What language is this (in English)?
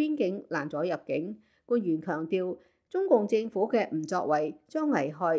Cantonese